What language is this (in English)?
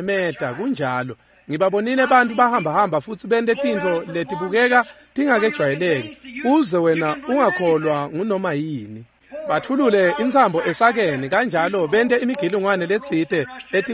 Swati